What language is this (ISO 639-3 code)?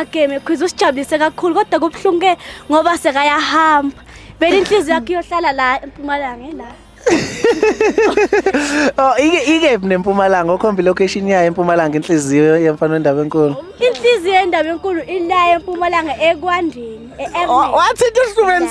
zul